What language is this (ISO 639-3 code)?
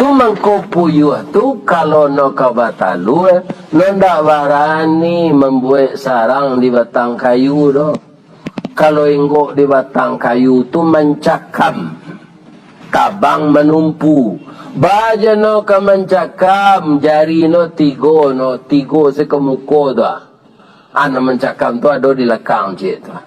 min